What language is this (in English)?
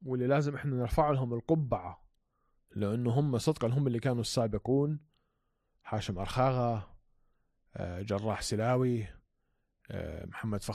North Levantine Arabic